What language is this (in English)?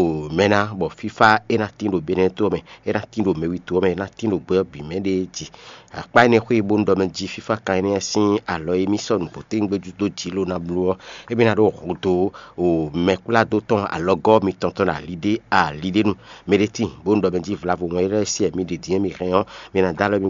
Fon